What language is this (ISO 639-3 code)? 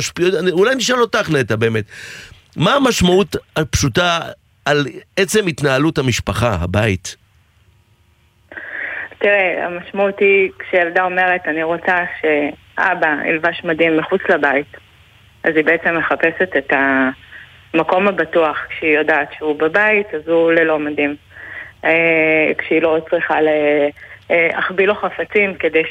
heb